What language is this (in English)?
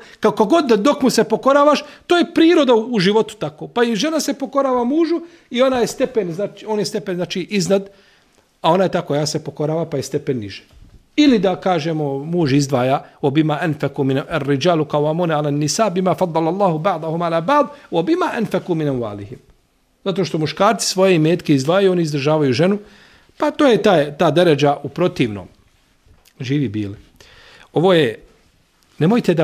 Bosnian